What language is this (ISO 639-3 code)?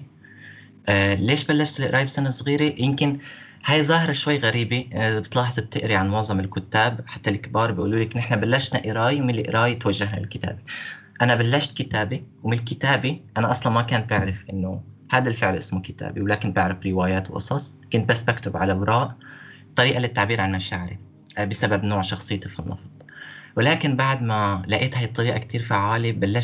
apc